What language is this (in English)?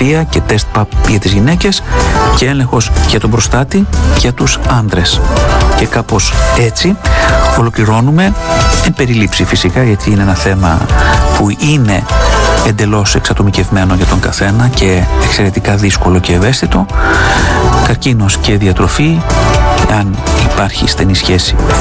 Greek